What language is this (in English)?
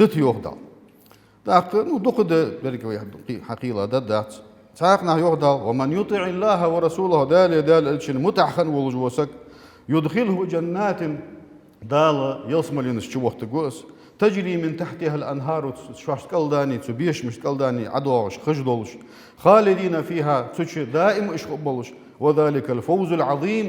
Ingush